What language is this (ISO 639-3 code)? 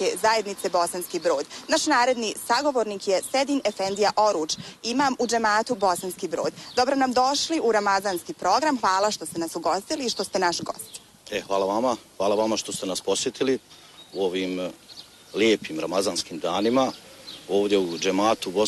bos